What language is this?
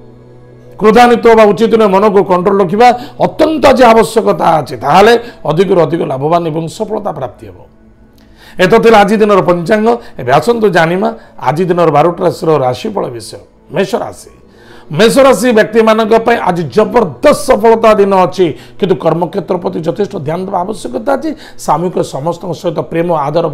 Odia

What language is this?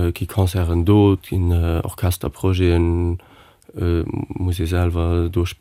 Luxembourgish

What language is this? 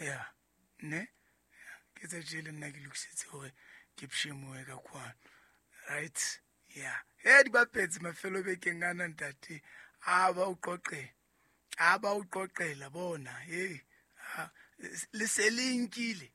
Southern Sotho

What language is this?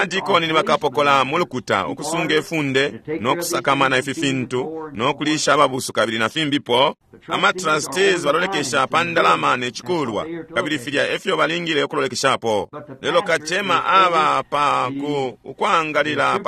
Bemba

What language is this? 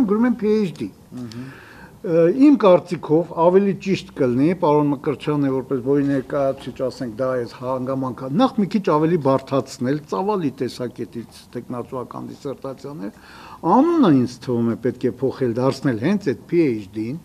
Armenian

